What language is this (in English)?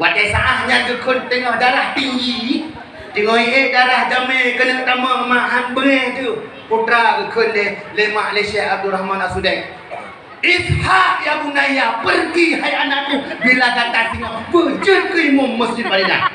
Achinese